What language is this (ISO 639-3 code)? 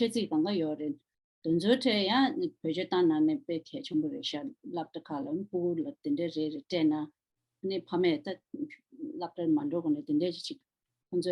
bod